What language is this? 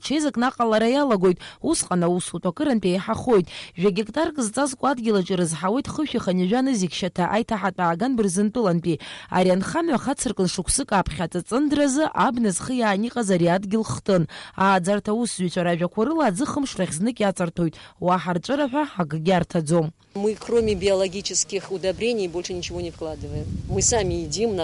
Abkhazian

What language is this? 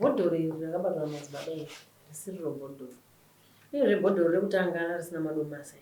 Shona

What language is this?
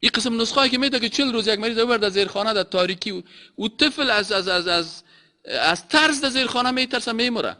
Persian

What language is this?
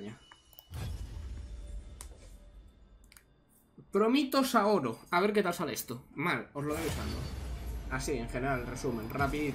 Spanish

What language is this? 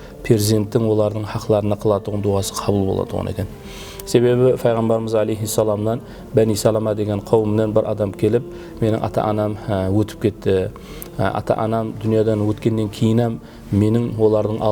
Kara-Kalpak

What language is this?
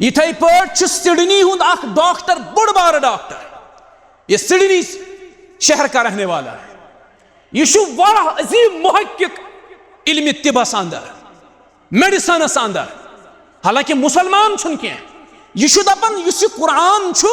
Kashmiri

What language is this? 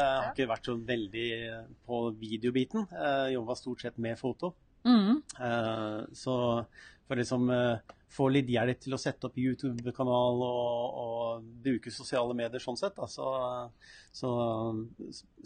Norwegian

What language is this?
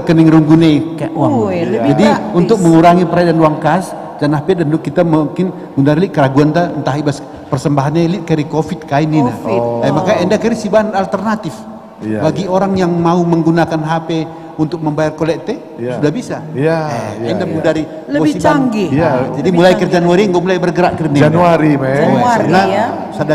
Batak Karo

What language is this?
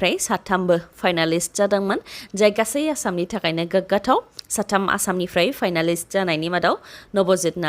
Bodo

